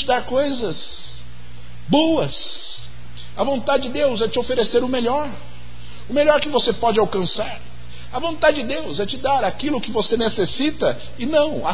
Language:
Portuguese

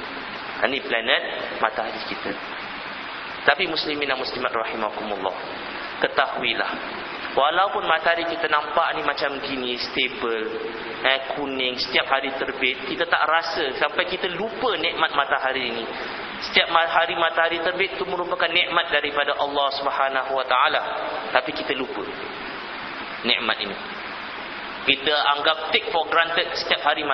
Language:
Malay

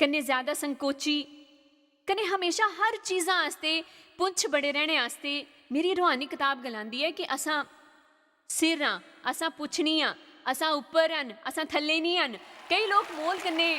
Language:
Dogri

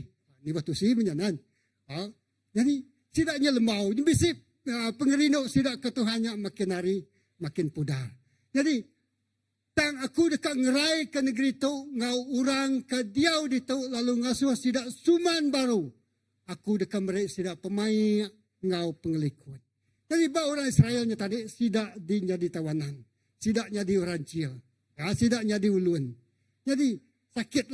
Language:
Iban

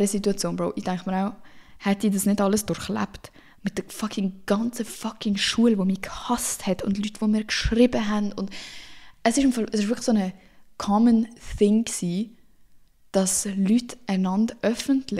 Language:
Swiss German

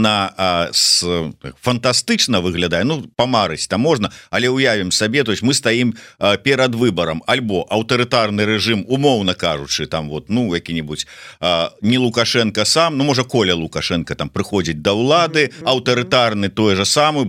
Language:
Belarusian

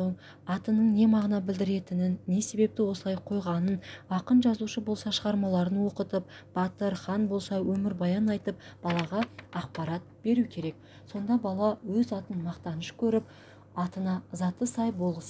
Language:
Kazakh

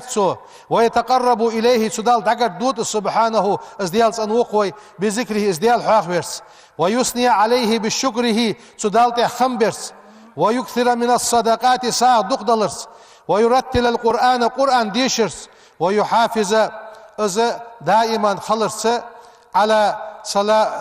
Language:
Ingush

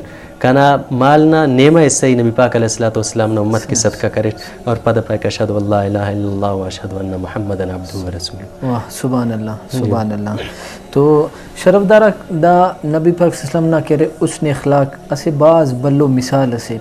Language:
Brahui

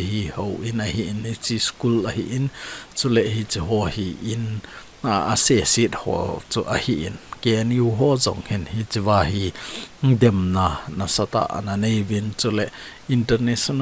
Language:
Thado Chin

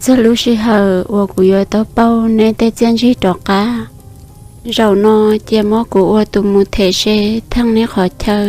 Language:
Hmong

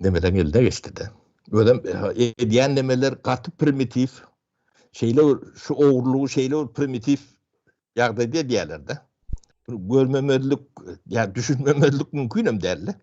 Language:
Turkmen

